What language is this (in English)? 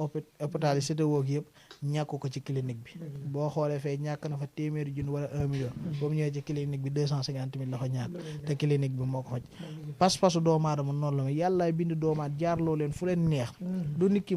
Wolof